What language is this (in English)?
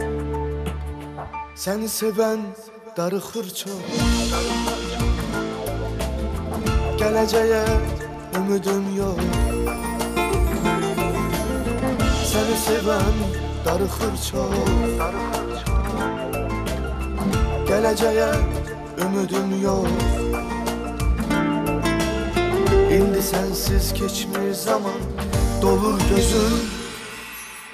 Azerbaijani